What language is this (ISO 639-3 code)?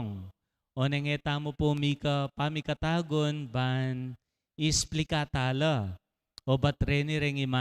pam